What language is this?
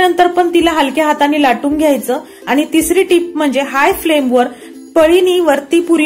Marathi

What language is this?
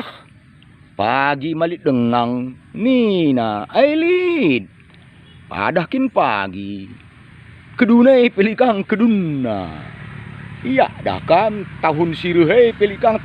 Batak Karo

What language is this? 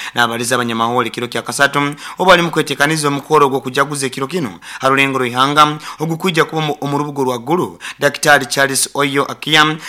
Nyoro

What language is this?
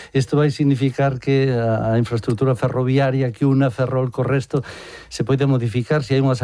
Galician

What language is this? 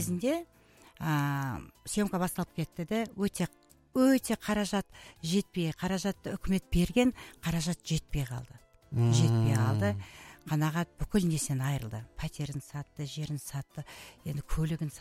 Kazakh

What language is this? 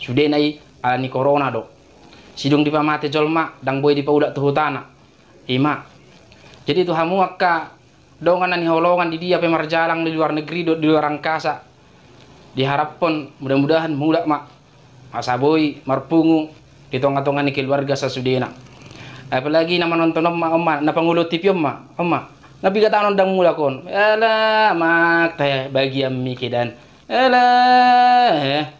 Batak Toba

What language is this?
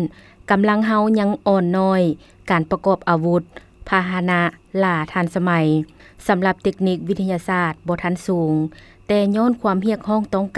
Lao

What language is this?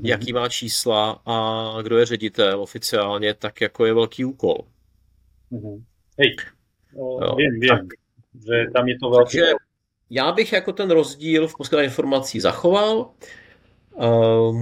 Czech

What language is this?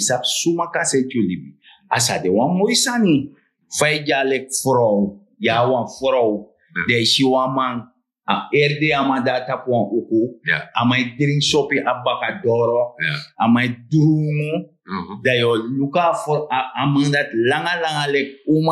Sranan Tongo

